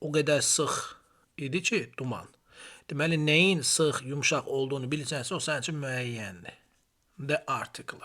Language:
Azerbaijani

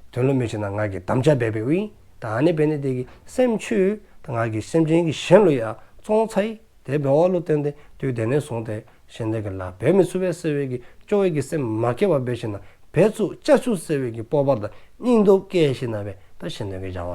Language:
Dzongkha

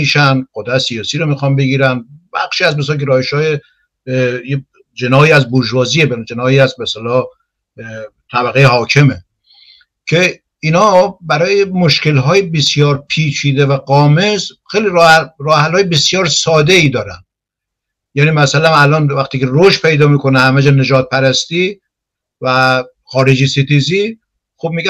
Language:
Persian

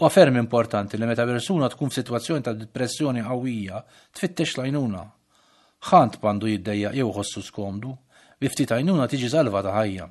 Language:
Maltese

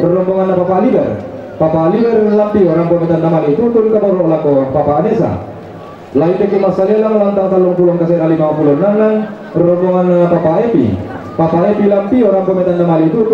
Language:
Toraja-Sa'dan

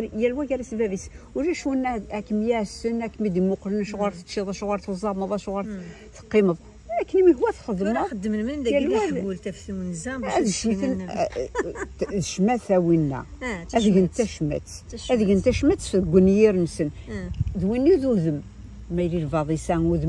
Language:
Kabyle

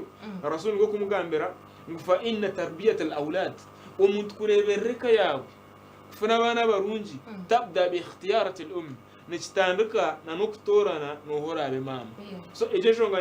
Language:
Nyankole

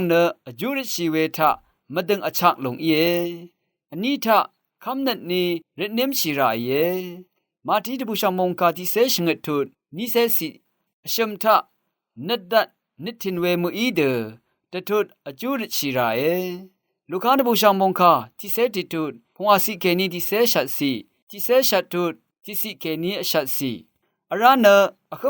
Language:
Rawang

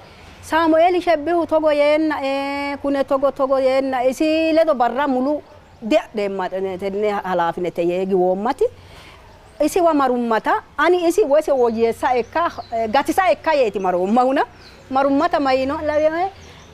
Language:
Sidamo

